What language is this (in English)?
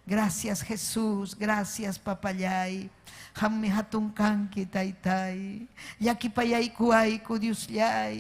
Ayacucho Quechua